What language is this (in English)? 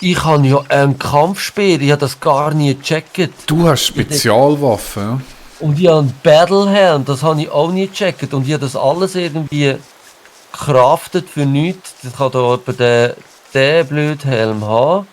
Swiss German